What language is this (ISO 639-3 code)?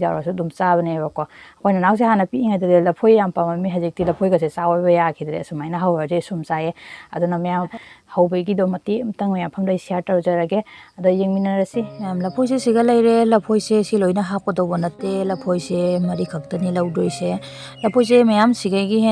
mni